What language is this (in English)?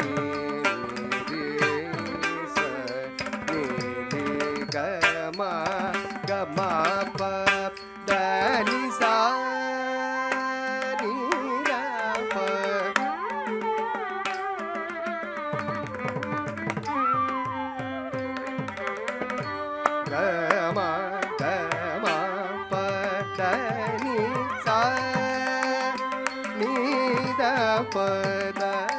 Tamil